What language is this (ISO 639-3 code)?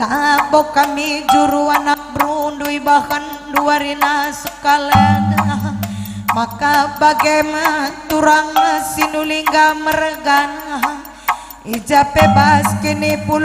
btx